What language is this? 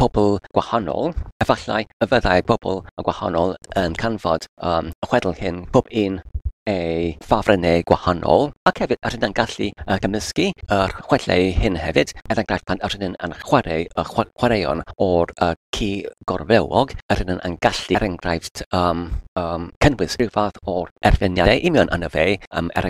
Welsh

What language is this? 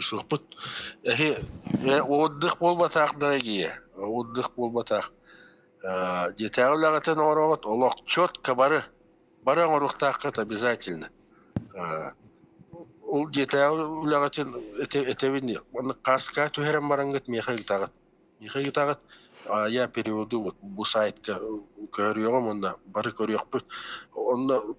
Yakut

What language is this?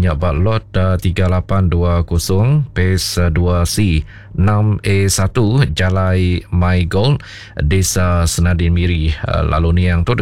Iban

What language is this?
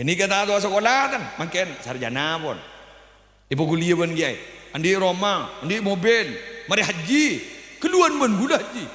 Madurese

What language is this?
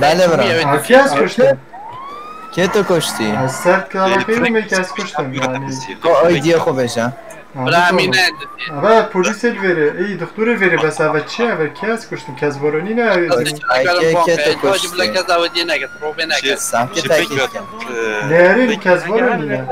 Kurdish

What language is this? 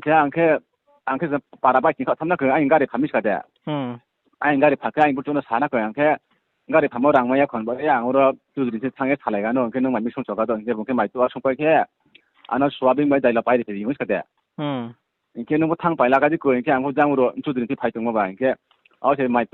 Riang (India)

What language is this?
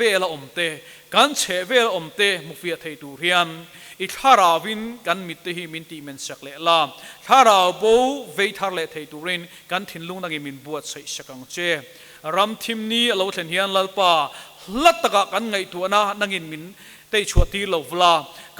Mizo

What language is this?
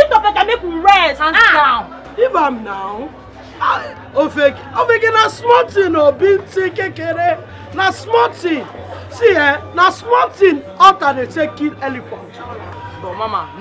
Nigerian Pidgin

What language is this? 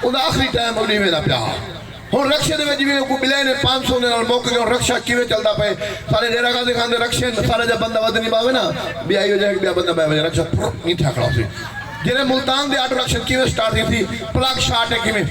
Saraiki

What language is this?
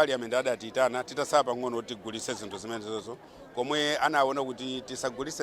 Nyanja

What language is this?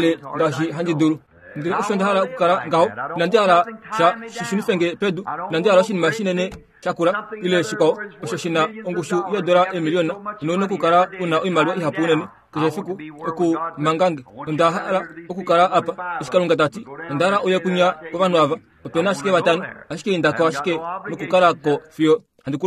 Kuanyama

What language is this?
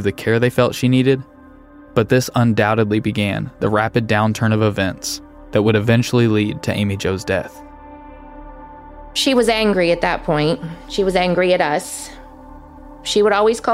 English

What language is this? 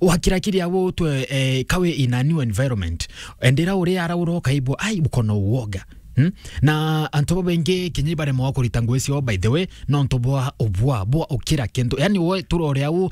Meru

